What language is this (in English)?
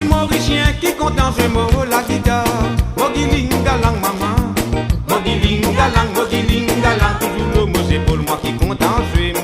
Morisyen